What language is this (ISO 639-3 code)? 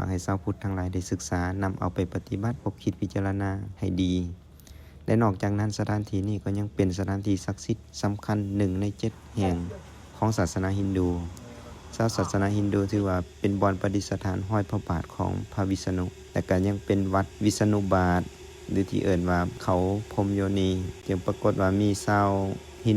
lao